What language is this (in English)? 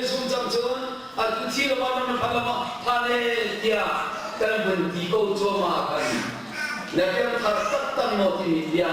Hakha Chin